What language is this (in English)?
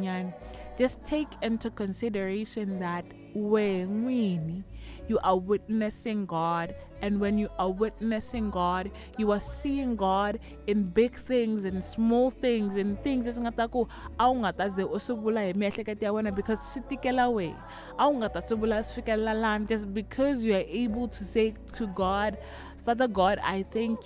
Tsonga